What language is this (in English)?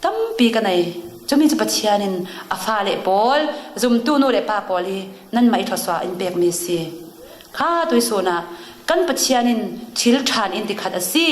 Falam Chin